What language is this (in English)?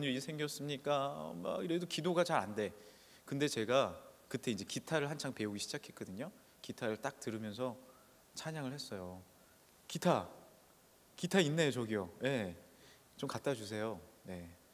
Korean